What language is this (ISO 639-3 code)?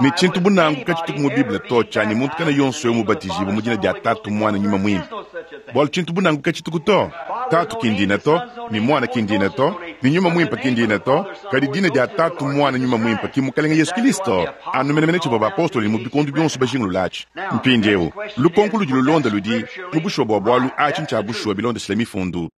lua